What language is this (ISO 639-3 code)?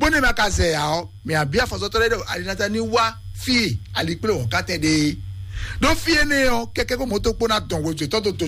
fon